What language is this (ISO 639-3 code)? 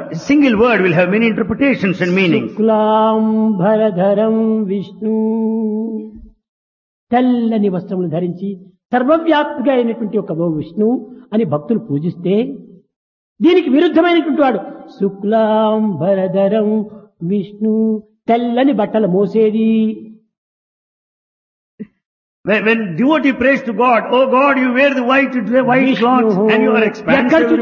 tel